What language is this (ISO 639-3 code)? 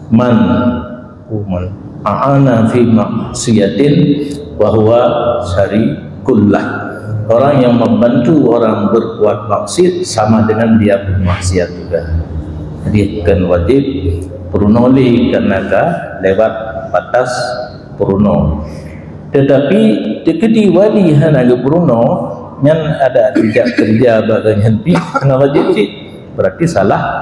ace